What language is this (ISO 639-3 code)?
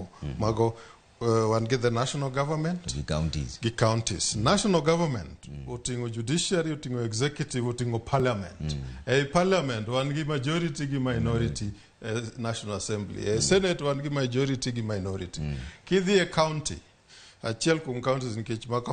luo